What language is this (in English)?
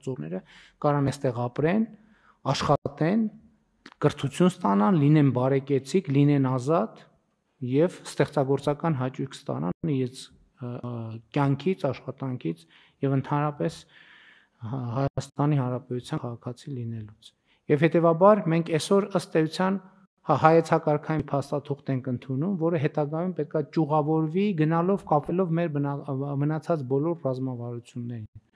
Armenian